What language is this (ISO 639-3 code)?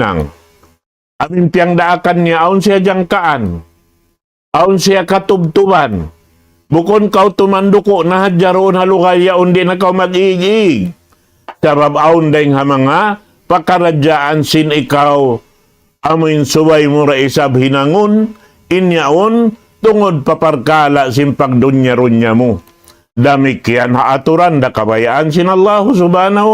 tsg